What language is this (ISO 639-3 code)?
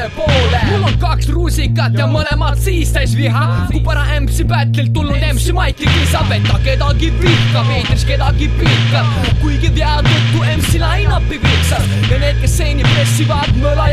est